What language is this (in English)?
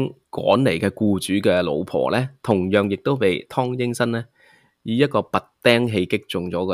Cantonese